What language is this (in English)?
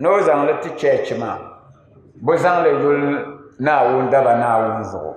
Dagbani